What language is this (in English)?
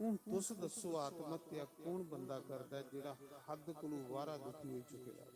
Dogri